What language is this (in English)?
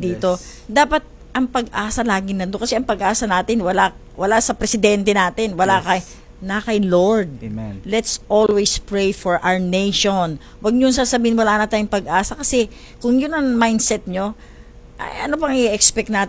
Filipino